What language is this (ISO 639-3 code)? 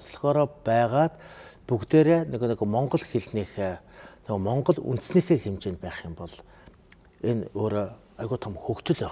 mon